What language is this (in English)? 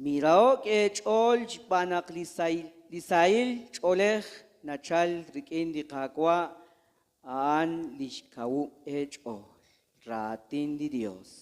Kekchí